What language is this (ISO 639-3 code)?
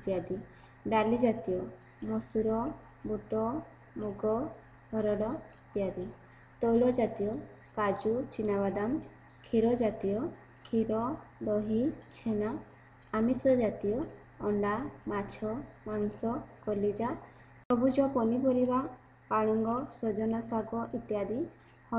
ori